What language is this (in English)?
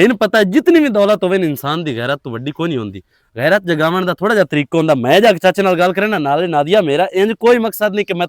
Western Panjabi